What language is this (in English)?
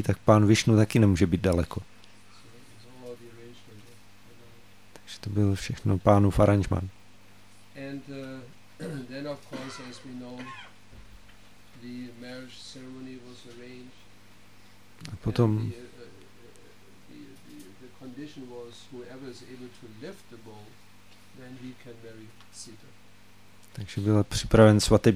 Czech